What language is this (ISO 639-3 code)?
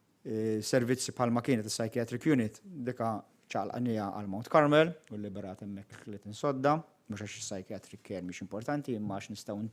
mlt